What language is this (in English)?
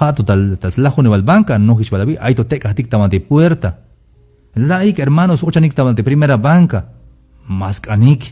Tzeltal